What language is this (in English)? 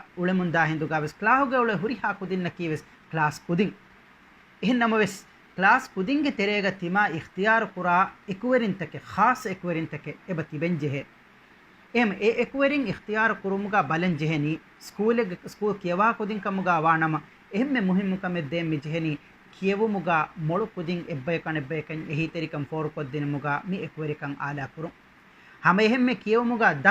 Divehi